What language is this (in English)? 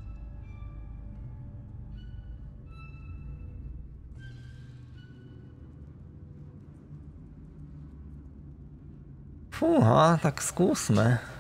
Slovak